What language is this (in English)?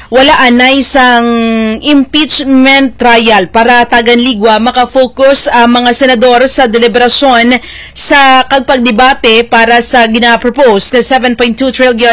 Hiligaynon